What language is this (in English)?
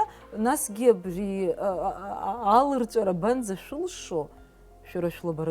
Abkhazian